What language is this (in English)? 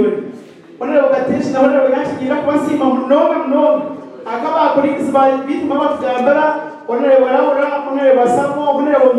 Nyankole